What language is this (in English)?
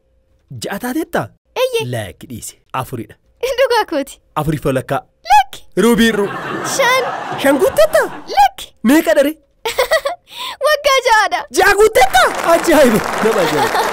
Oromo